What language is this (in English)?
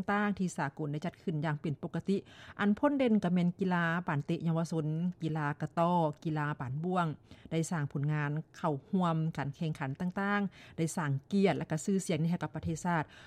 Lao